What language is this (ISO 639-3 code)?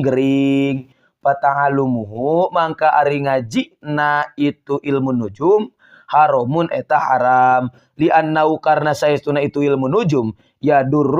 sun